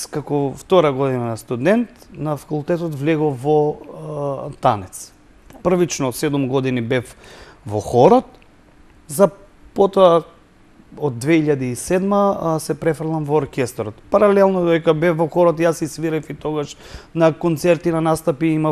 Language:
Macedonian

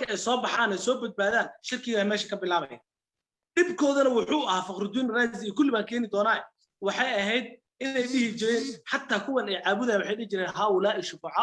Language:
Somali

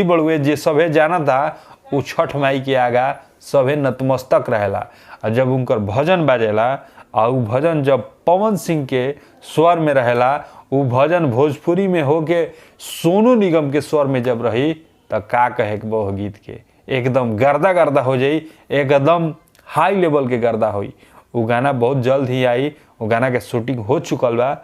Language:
Bhojpuri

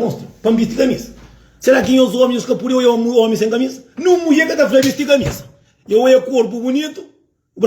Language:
Kabuverdianu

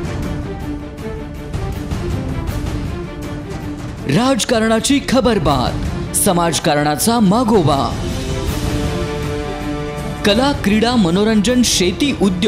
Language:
Marathi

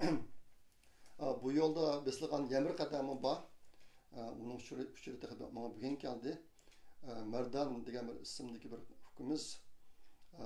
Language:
Uyghur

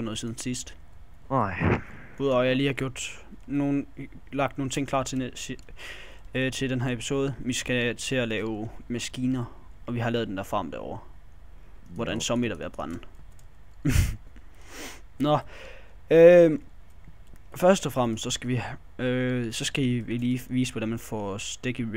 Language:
Danish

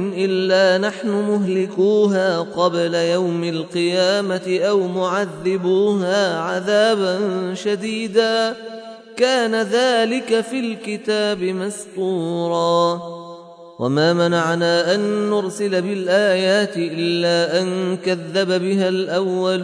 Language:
Arabic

